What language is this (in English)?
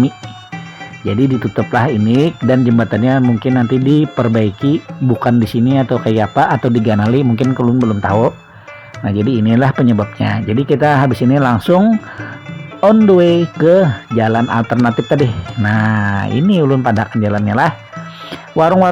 Banjar